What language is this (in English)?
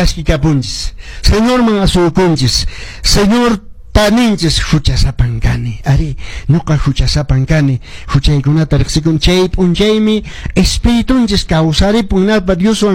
Quechua